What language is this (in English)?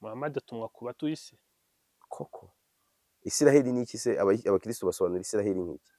Kinyarwanda